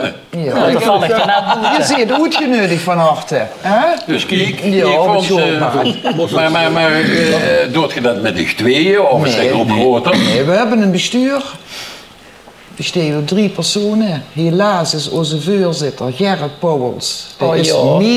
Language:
Limburgish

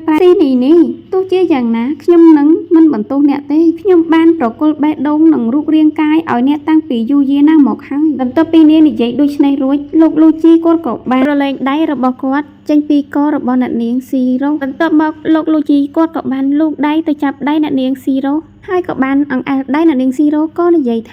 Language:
Khmer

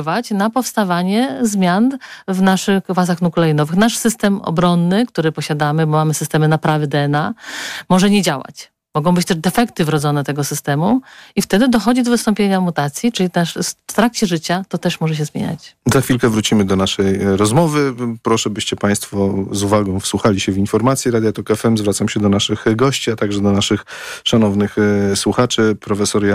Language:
Polish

